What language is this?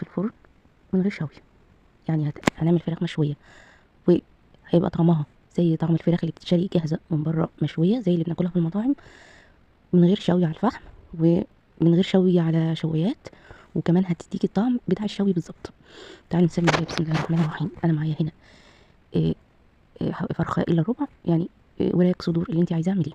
Egyptian Arabic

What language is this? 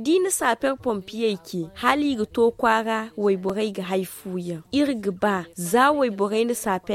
Zarma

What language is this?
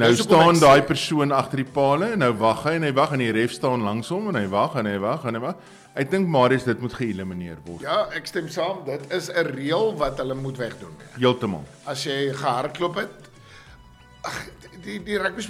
Afrikaans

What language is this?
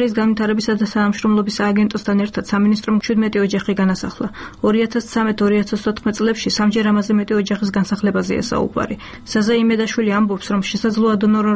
Georgian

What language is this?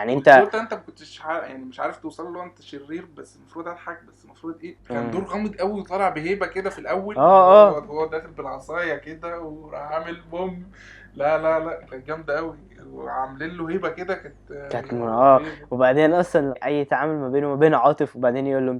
Egyptian Arabic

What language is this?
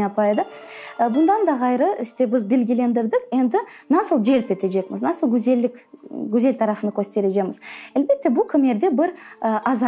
Crimean Tatar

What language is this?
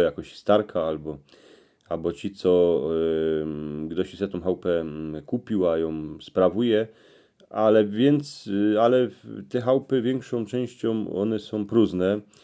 Silesian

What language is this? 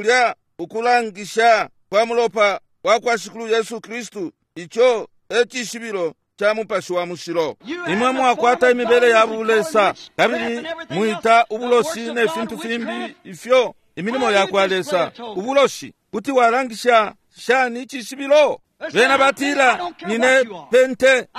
Bemba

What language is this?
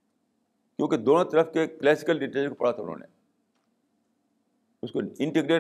Urdu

